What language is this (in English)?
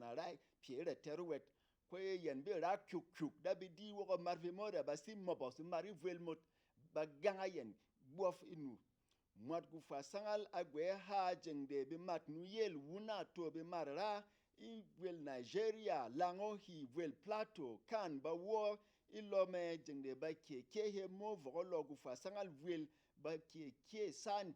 Berom